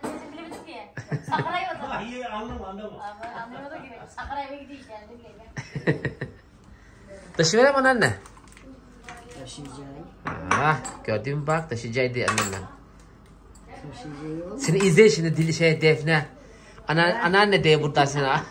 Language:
Turkish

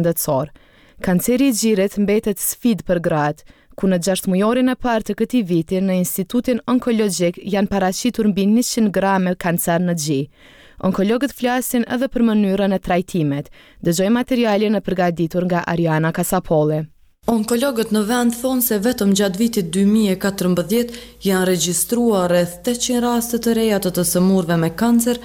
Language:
Albanian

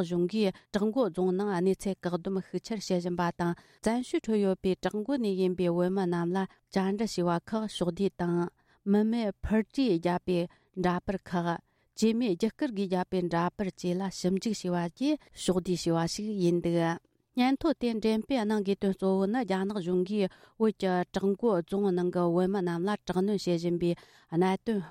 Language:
Tibetan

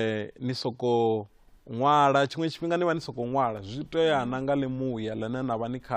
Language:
Venda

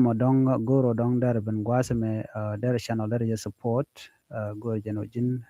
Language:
Nuer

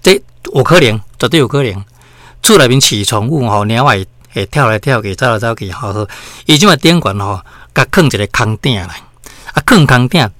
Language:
Min Nan Chinese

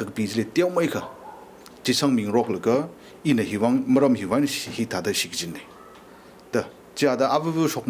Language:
Tangkhul Naga (India)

